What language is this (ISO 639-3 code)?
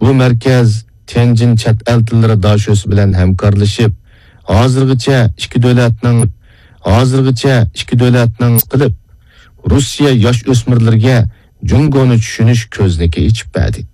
uig